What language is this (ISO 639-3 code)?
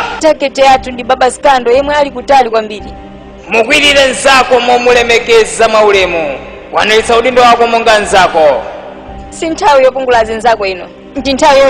nya